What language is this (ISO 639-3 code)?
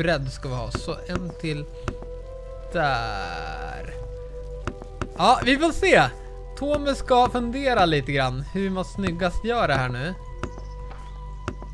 swe